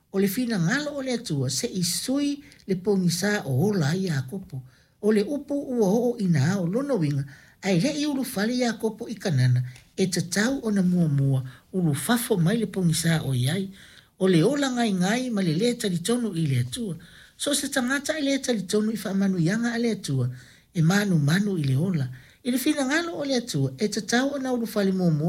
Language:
Samoan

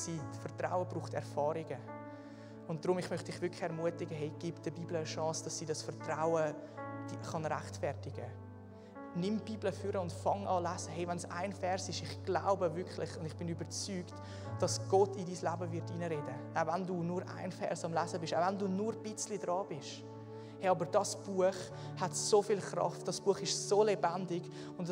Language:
Swiss German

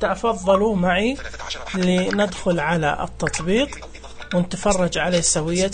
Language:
Najdi Arabic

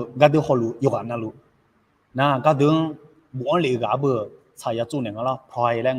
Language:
Akha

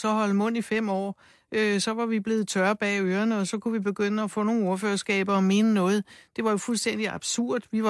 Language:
Danish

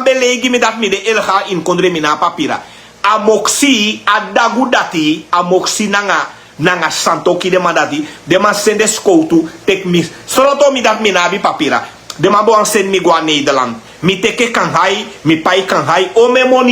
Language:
Sranan Tongo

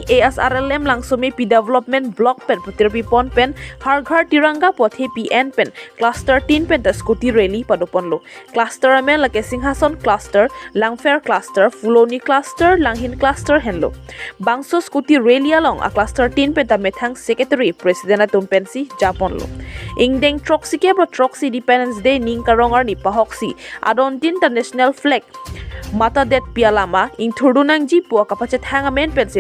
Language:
Karbi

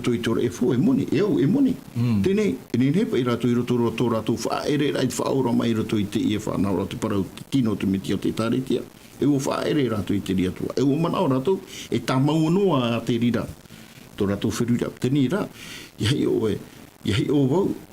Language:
Tahitian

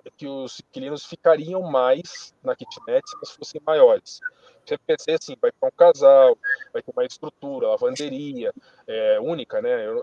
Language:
Portuguese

